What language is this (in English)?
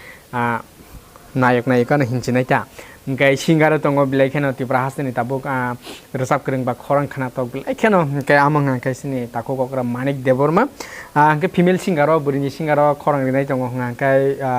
Kok Borok